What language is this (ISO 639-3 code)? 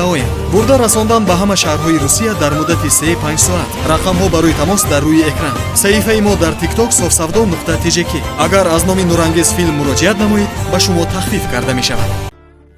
fas